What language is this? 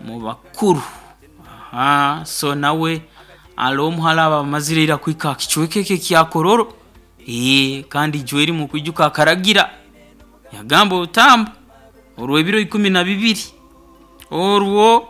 Nyoro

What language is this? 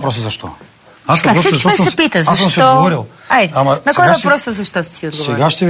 Bulgarian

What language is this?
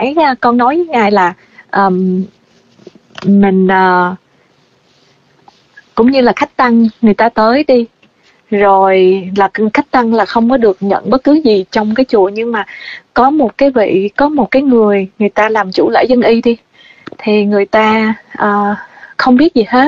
Vietnamese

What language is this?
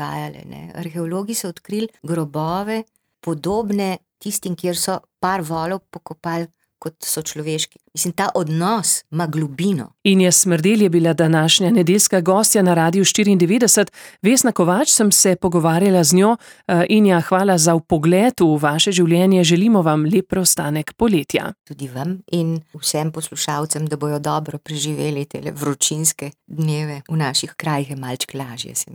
Slovenian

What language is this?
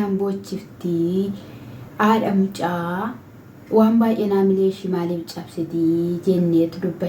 Oromo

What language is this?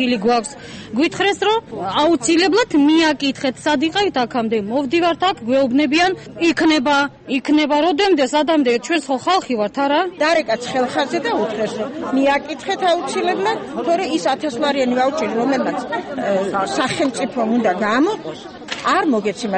Georgian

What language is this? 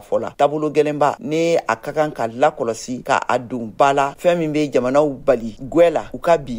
Bambara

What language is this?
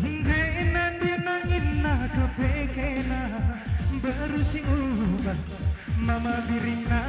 Batak Karo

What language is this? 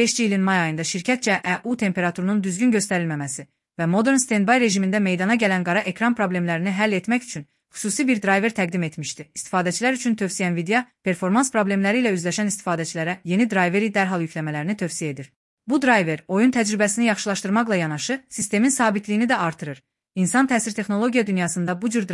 Azerbaijani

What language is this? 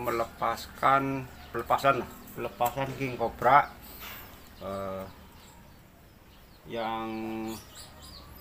Indonesian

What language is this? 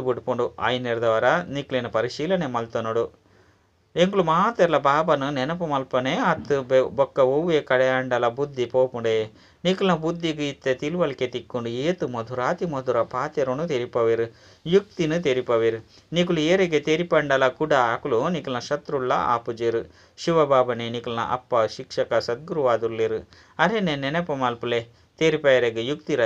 Tulu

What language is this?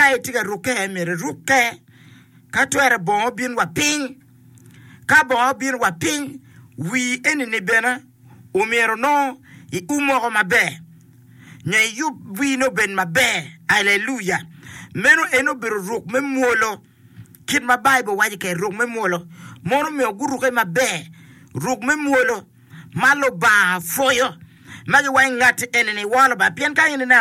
Acoli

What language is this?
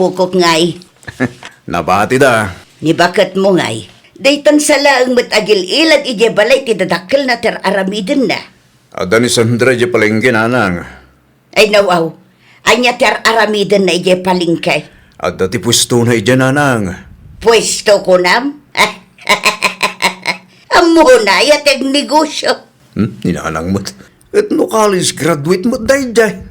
Iloko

